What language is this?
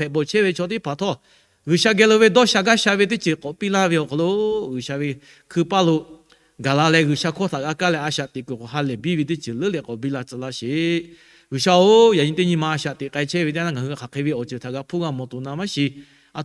Lahu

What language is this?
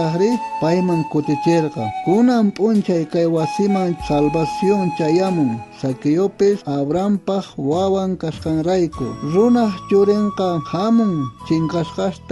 South Bolivian Quechua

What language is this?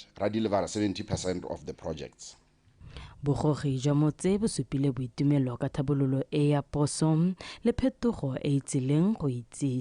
Tswana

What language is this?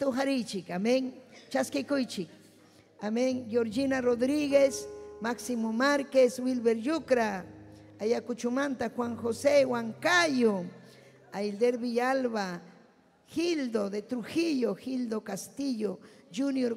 Ayacucho Quechua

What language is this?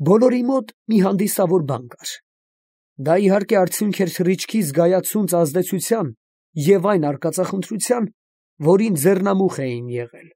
Armenian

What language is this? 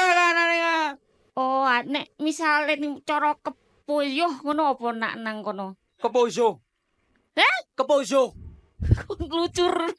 Javanese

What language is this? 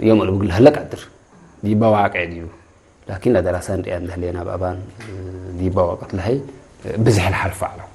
Tigre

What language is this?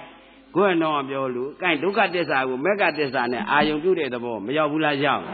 Burmese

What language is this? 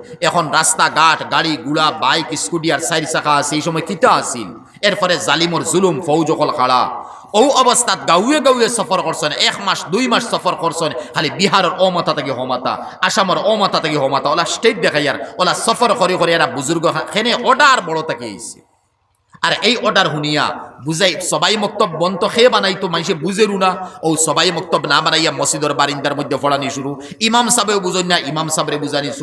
Sylheti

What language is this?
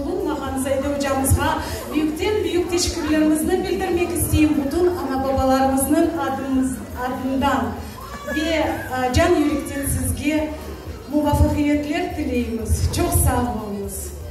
Crimean Tatar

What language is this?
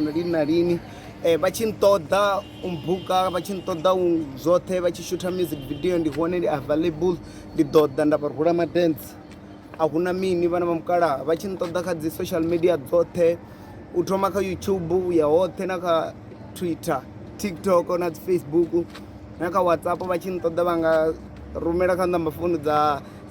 Venda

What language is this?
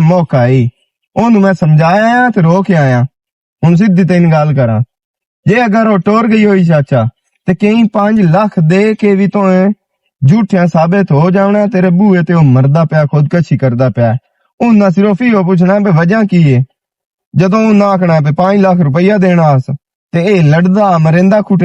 Western Panjabi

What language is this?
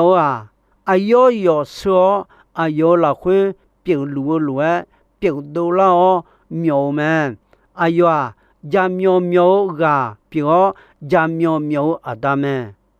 Akha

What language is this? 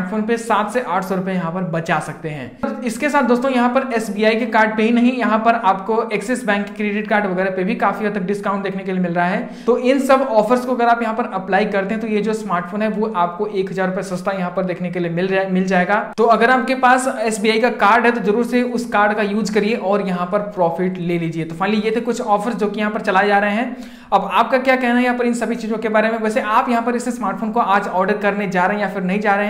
Hindi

